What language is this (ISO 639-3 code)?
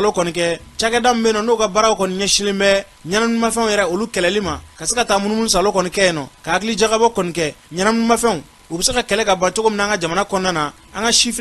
bam